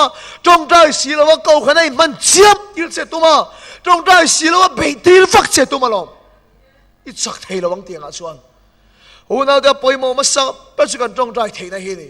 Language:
Mizo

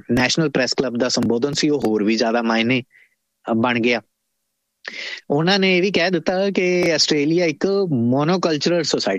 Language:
Punjabi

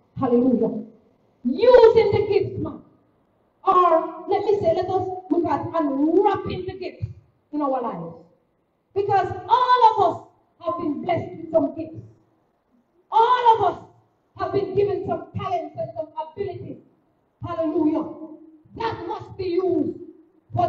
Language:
English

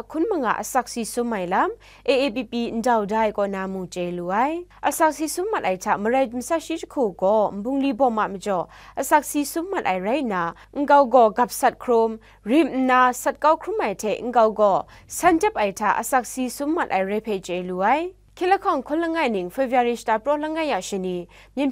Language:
Kachin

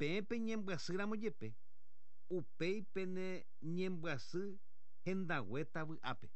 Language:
Guarani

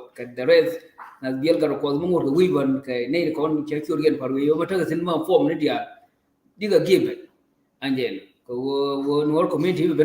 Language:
Nuer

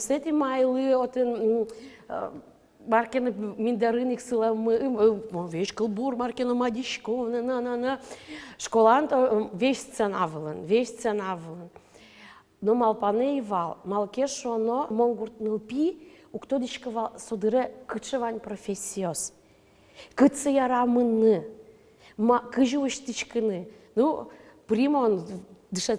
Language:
Udmurt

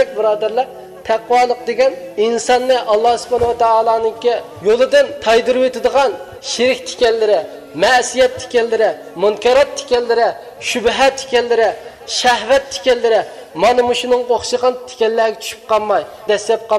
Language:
Uyghur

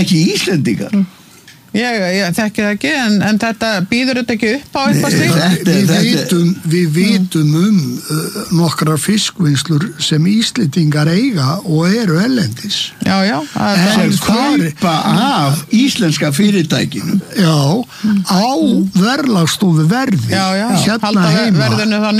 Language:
Icelandic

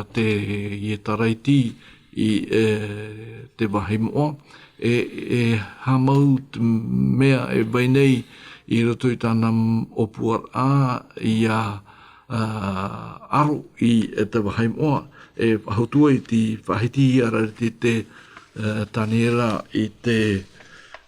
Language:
Tahitian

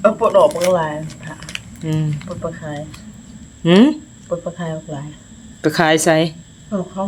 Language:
Northeastern Thai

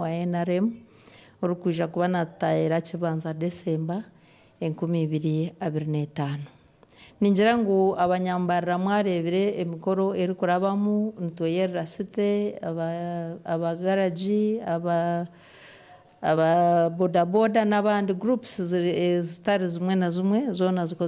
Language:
Nyankole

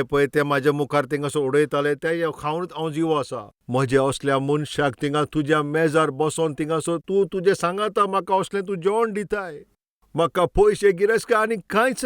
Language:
Konkani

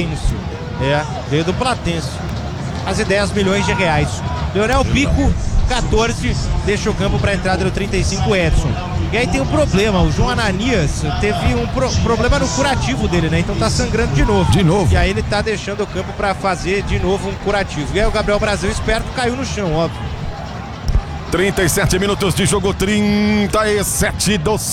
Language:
Portuguese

